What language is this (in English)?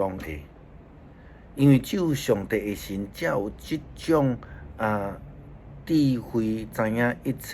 Min Nan Chinese